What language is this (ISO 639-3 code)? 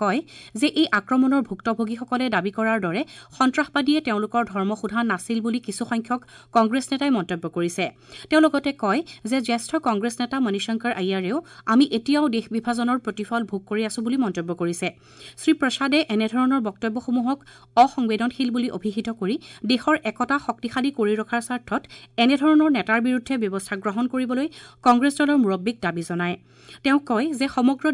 asm